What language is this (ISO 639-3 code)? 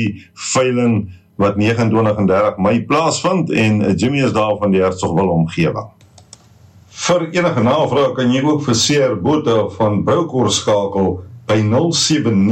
afr